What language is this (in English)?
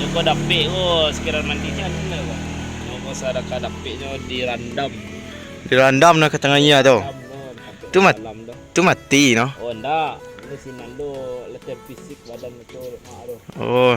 Minangkabau